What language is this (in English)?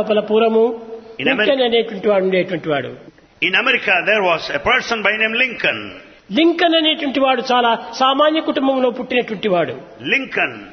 Telugu